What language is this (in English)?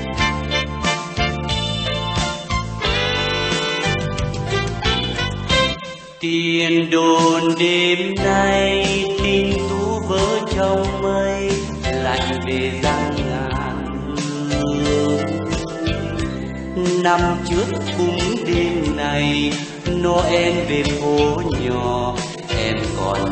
Vietnamese